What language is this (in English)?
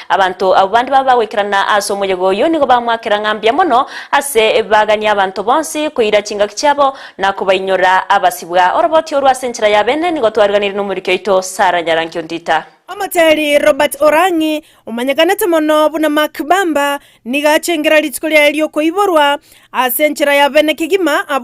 Gusii